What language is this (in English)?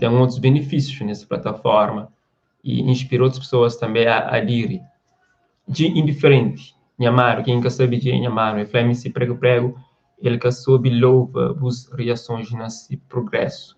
Kabuverdianu